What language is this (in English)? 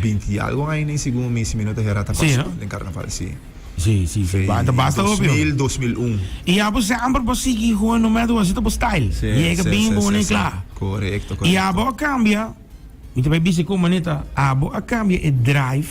Papiamento